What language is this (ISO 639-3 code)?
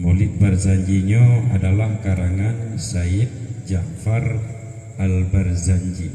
ace